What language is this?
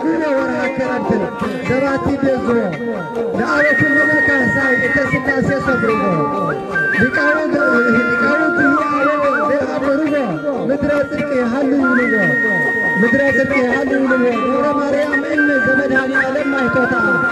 Tigrinya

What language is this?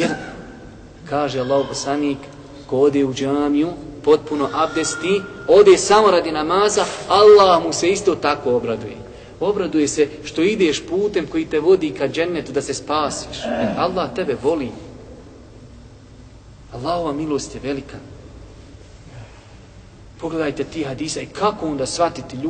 Bosnian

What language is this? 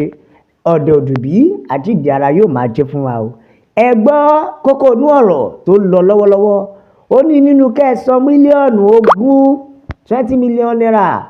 Yoruba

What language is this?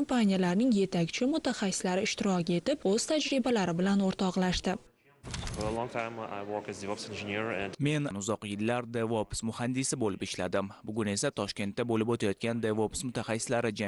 Uzbek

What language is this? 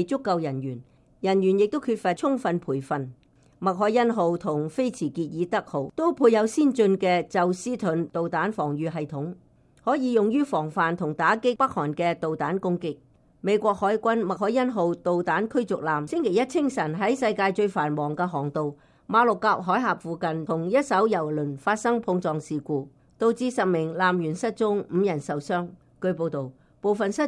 Cantonese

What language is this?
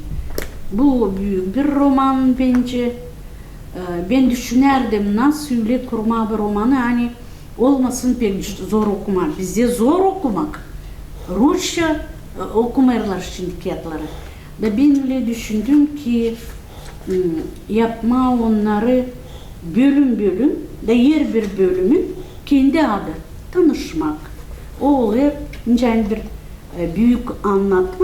Gagauz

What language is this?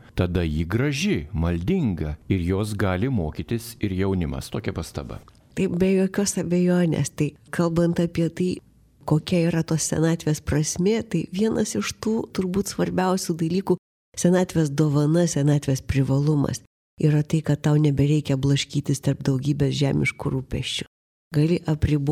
Lithuanian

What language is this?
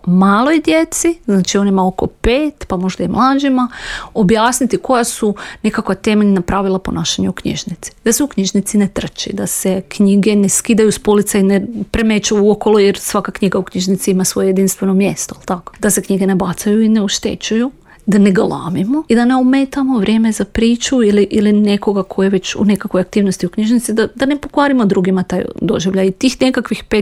Serbian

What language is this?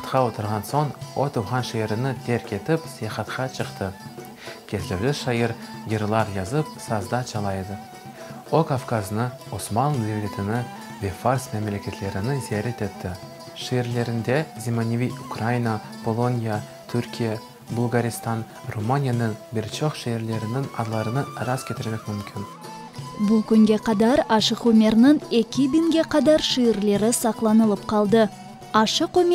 Crimean Tatar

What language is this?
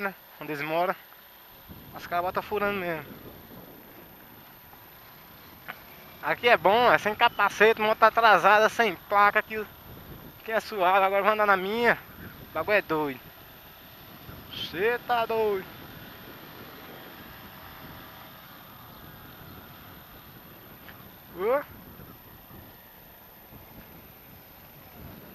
Portuguese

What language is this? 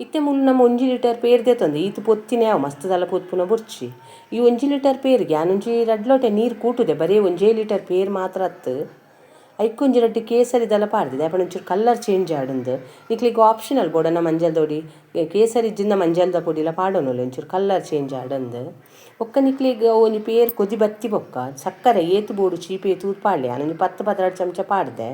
Tulu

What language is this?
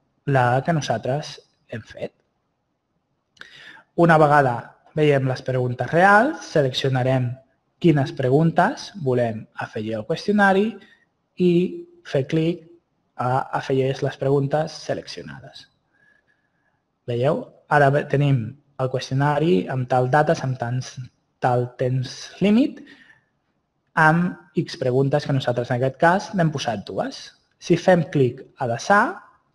Catalan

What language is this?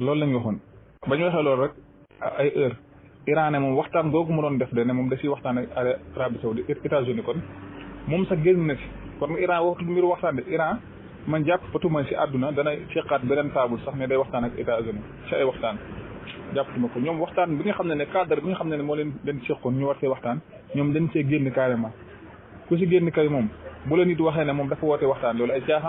Wolof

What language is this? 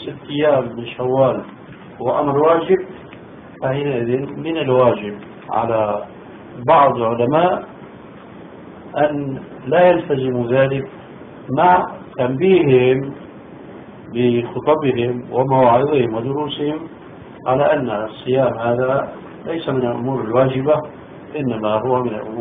Arabic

